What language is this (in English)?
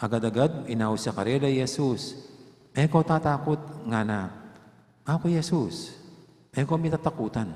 Pampanga